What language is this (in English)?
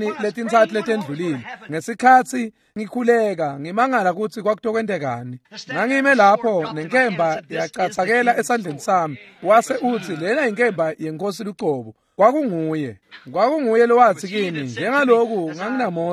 Swati